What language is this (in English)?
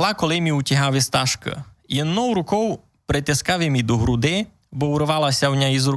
Rusyn